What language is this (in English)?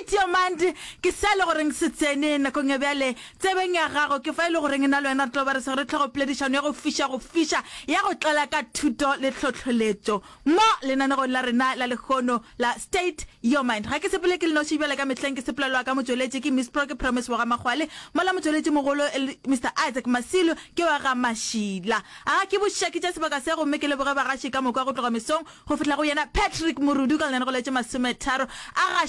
Northern Sotho